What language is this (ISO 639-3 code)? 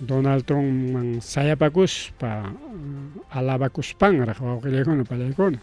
quy